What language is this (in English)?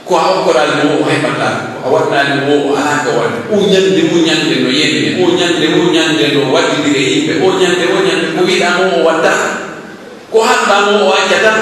Pular